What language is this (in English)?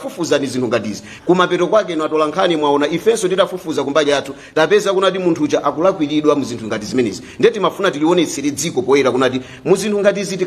Nyanja